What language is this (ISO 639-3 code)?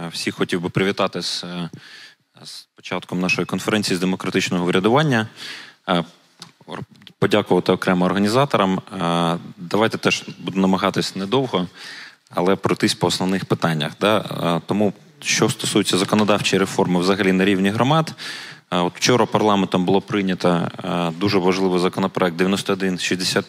ukr